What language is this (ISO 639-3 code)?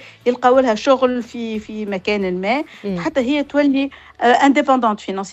aeb